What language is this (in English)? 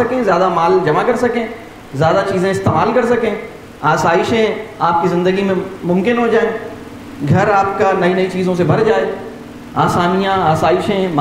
Urdu